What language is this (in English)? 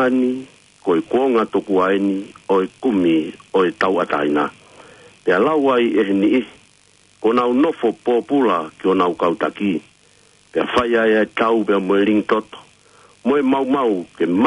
Tongan